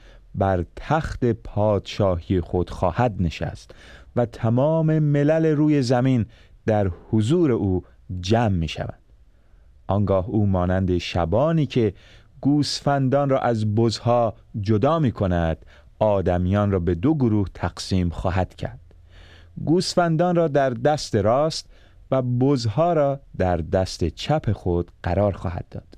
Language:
Persian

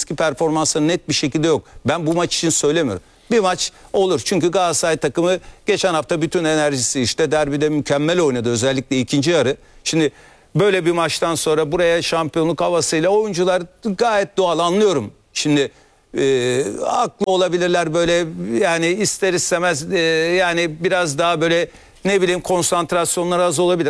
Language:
Turkish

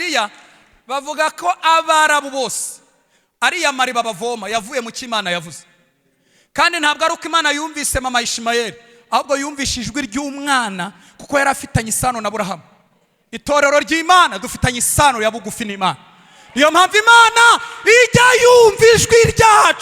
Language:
Kinyarwanda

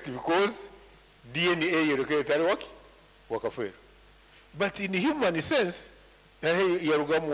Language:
Nyankole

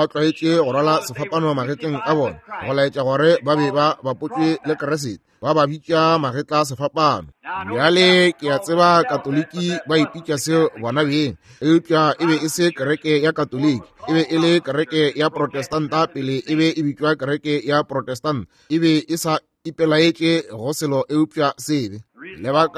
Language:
Northern Sotho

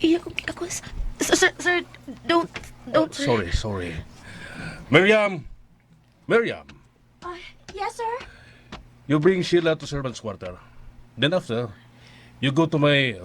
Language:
Cebuano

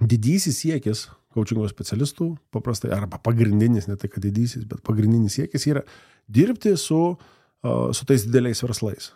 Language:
Lithuanian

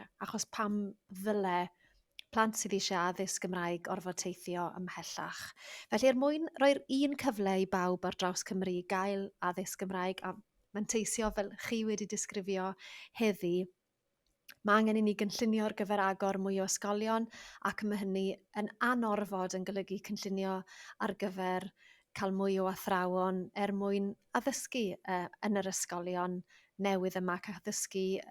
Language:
Welsh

